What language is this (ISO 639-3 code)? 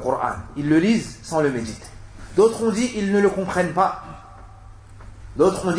fra